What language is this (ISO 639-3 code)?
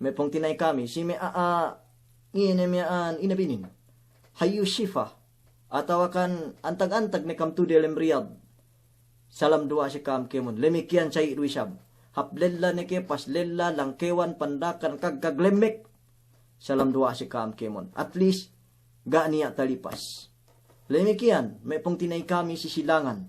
yka